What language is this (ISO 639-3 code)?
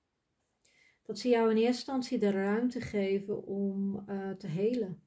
nld